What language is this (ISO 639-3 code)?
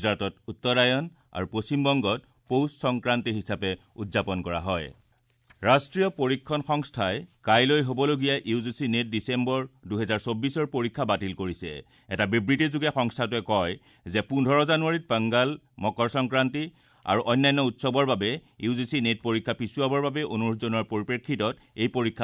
asm